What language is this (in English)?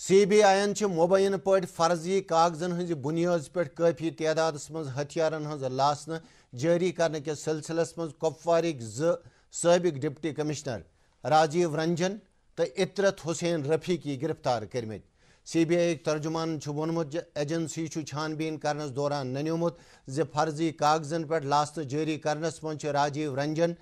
Kashmiri